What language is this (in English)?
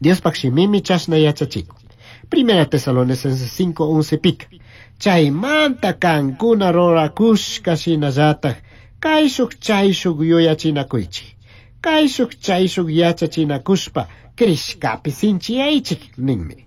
Chimborazo Highland Quichua